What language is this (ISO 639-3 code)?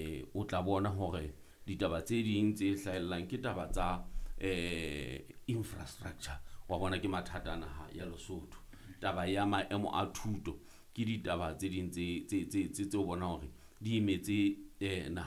sot